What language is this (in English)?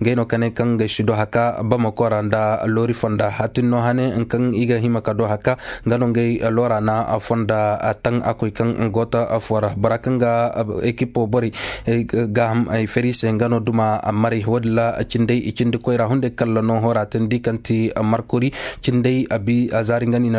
Koyraboro Senni